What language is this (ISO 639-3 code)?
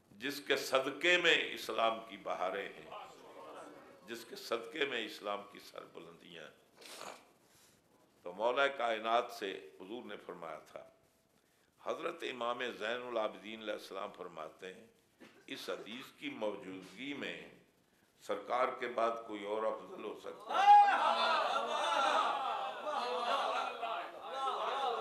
urd